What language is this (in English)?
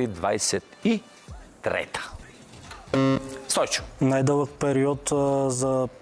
Bulgarian